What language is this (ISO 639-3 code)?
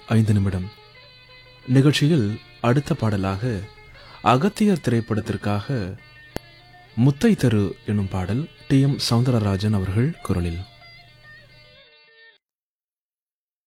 tam